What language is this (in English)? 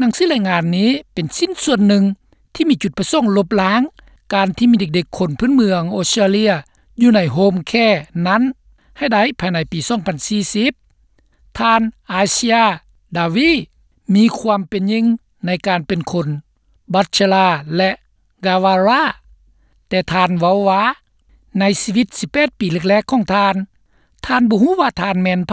Lao